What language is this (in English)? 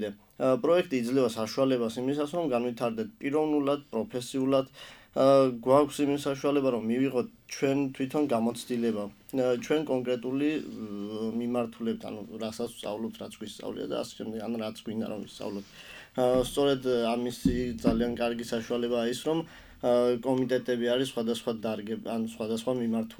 Georgian